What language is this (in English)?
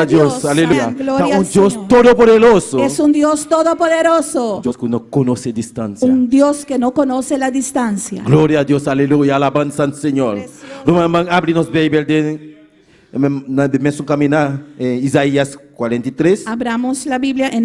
Papiamento